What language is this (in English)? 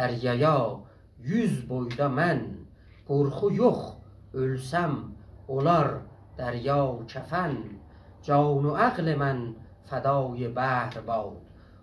South Azerbaijani